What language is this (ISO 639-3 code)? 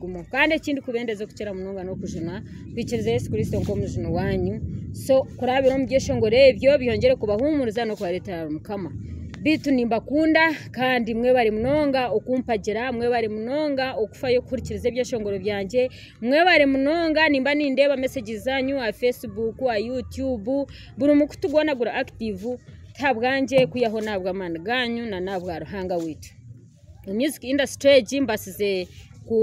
nyn